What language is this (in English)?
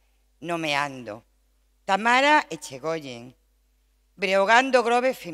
Galician